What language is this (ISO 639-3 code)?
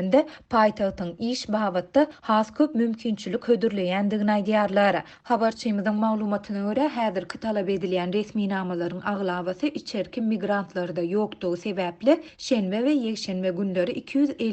tuk